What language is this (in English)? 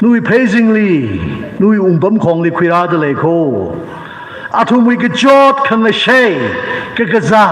Tangkhul Naga (India)